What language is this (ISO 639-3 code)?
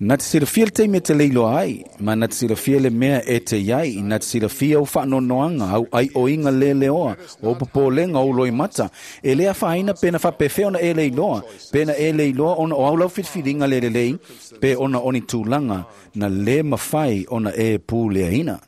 smo